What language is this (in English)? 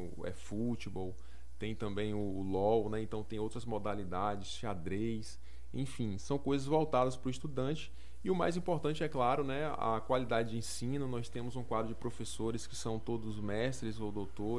Portuguese